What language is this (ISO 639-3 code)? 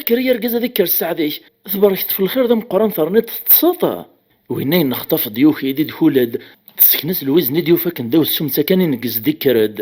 kab